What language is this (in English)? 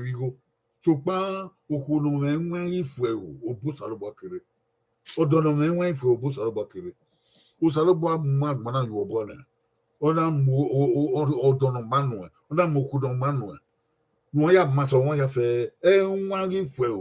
Bini